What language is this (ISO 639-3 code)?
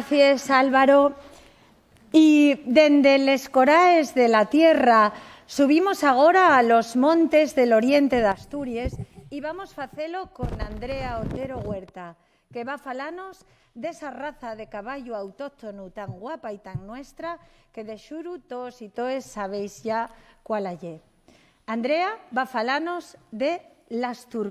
ast